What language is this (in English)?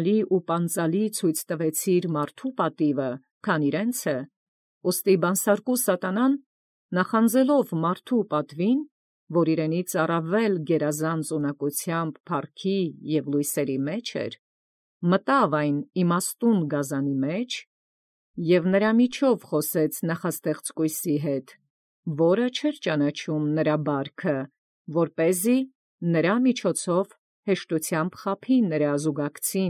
Armenian